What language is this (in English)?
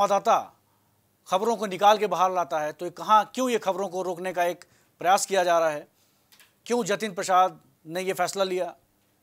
Hindi